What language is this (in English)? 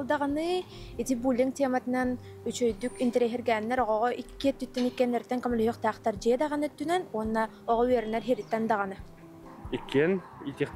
Yakut